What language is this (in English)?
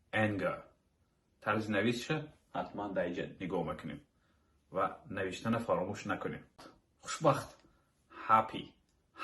Tajik